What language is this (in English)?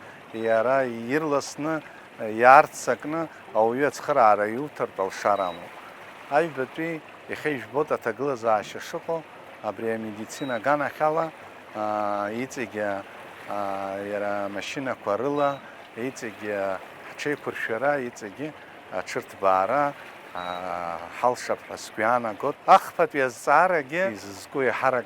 Abkhazian